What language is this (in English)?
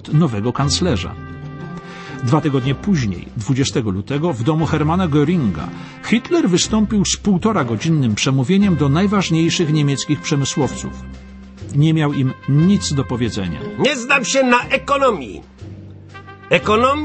Polish